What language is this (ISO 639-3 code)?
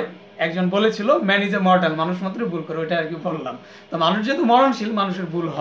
ben